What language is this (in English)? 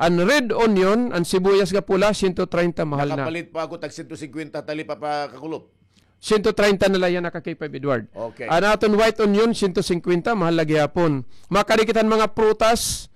Waray